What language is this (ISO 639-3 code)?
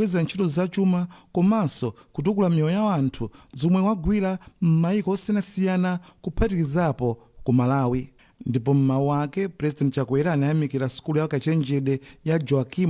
nya